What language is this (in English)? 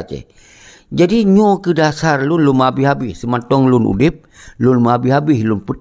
Achinese